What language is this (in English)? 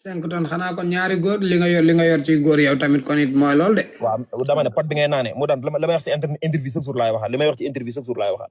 Wolof